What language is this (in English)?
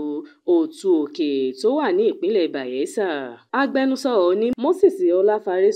Yoruba